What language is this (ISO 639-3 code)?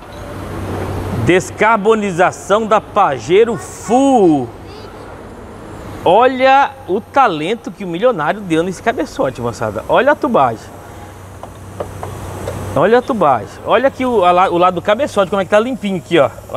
por